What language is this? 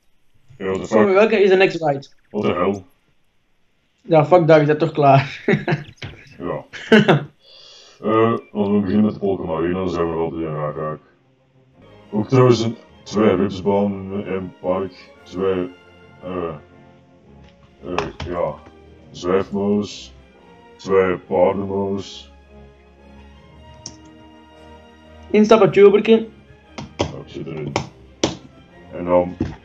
Dutch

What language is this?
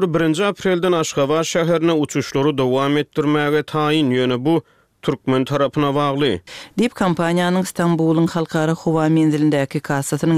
Turkmen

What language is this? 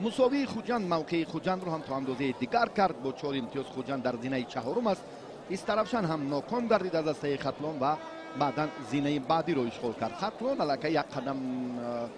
Tajik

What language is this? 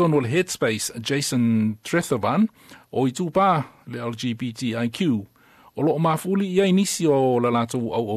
Samoan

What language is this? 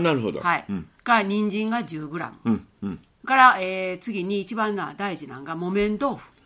Japanese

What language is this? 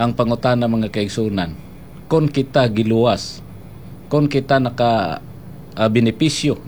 Cebuano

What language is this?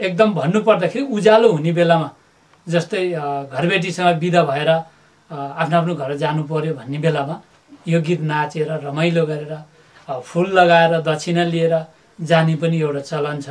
Nepali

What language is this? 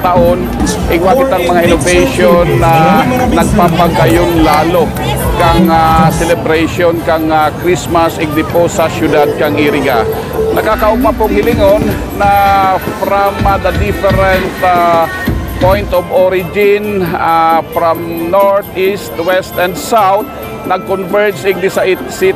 Bikol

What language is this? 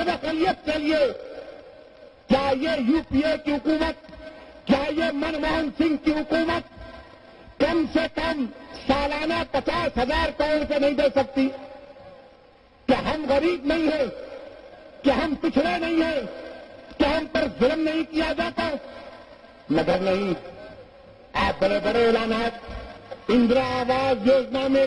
Urdu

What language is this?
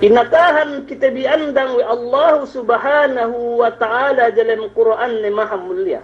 Yakan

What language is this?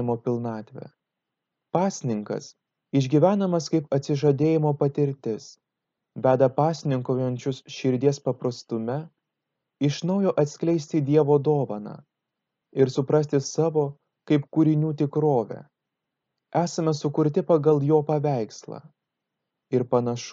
Lithuanian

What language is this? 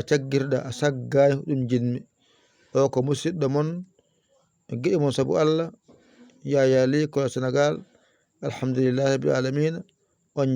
Fula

